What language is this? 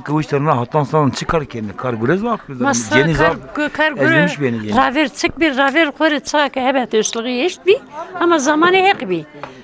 Zaza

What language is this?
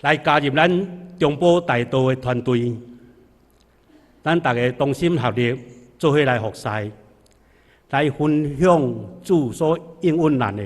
Min Nan Chinese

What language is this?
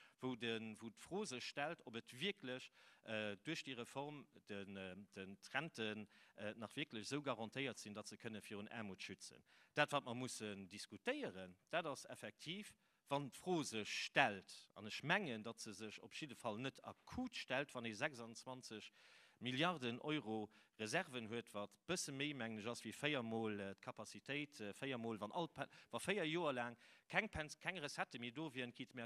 Luxembourgish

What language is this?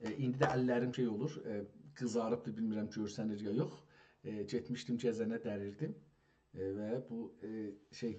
South Azerbaijani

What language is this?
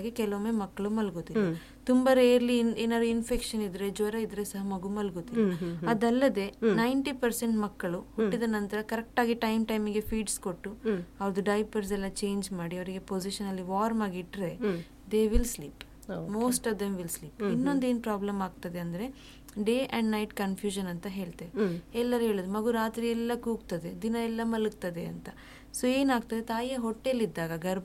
Kannada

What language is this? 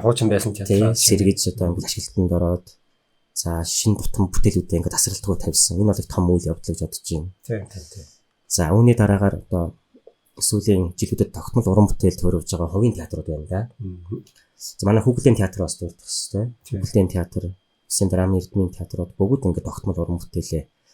Mongolian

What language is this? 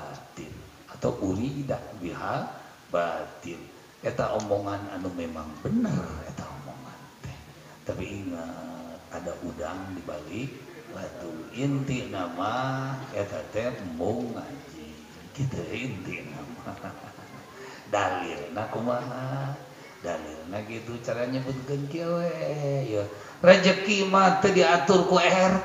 Sundanese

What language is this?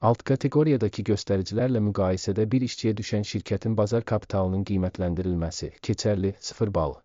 Azerbaijani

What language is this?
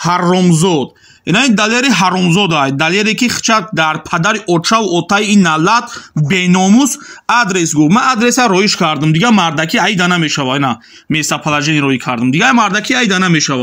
Tajik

